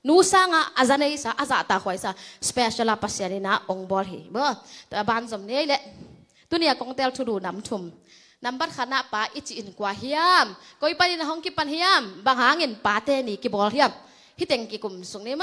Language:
Tedim Chin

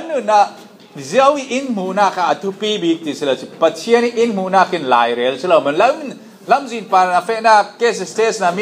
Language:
Falam Chin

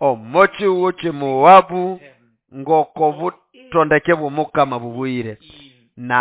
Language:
Nande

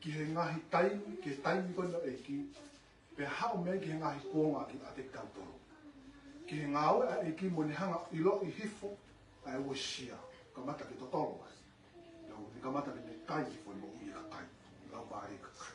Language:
Tongan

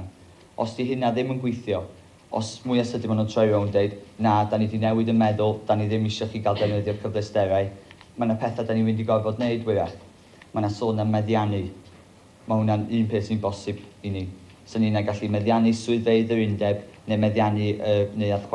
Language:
Welsh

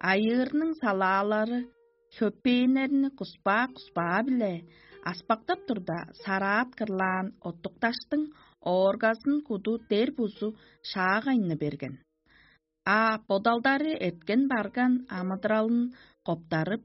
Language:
Tuvinian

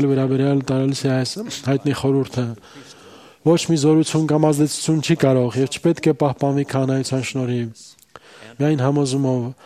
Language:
Armenian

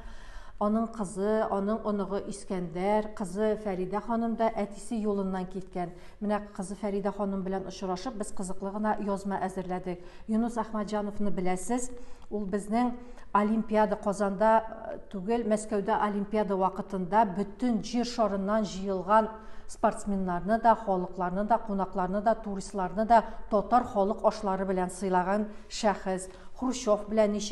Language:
Tatar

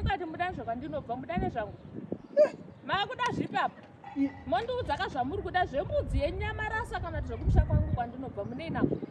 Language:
Shona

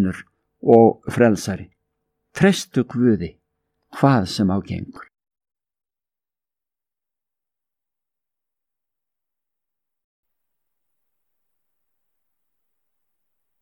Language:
Icelandic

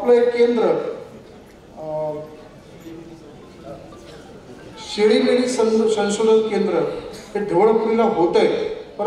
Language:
Marathi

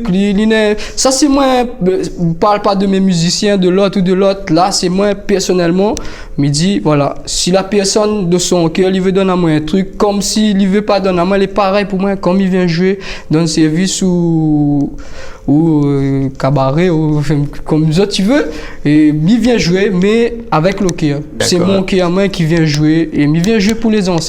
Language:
Réunion Creole French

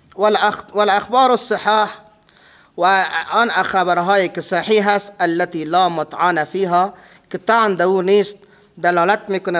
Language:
Persian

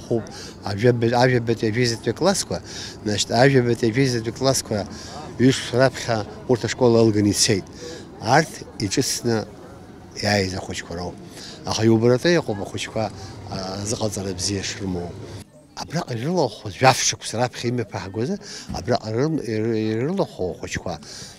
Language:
Abkhazian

